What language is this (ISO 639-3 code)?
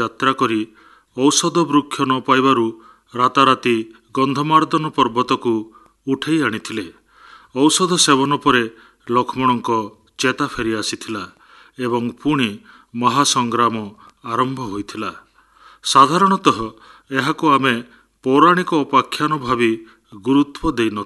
ori